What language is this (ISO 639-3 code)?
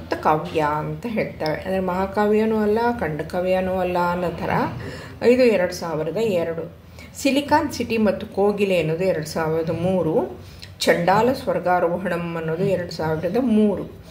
kan